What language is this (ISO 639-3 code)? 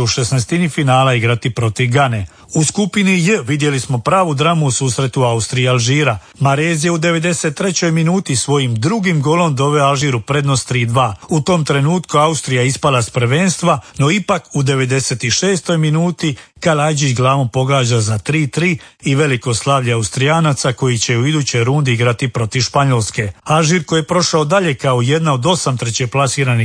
hrv